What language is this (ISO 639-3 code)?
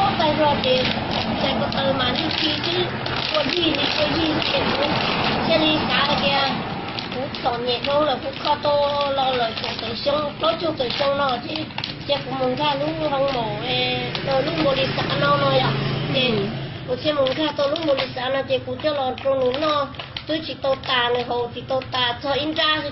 hmn